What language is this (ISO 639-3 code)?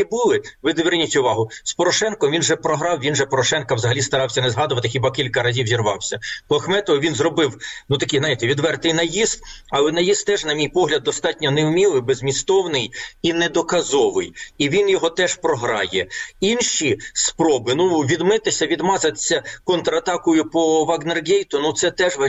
ukr